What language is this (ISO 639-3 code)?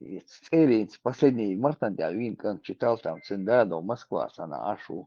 che